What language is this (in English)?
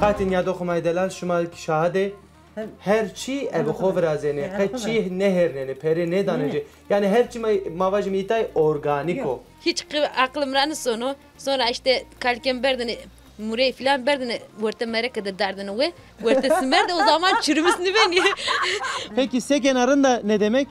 Zaza